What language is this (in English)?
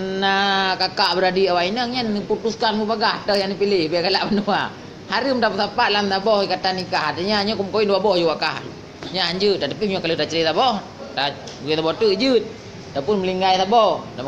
Achinese